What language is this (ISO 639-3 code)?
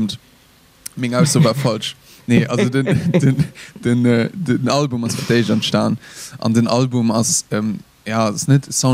ltz